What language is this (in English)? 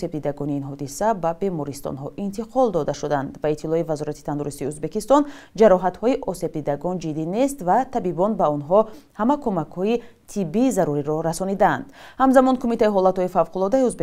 Tajik